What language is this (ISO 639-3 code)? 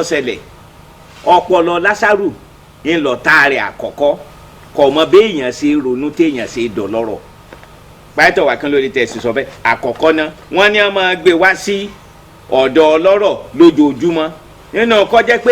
yor